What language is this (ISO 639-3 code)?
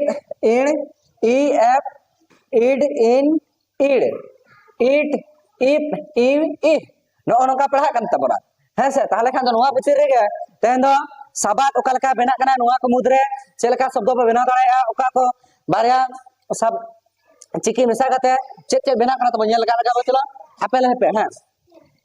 sat